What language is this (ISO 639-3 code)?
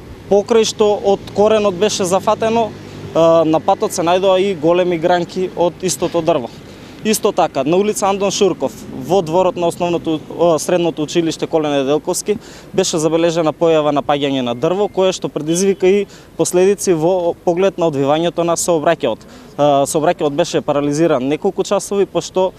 mkd